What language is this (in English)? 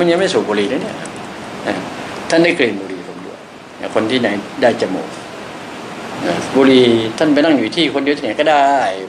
Thai